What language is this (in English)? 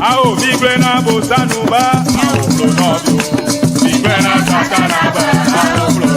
Ewe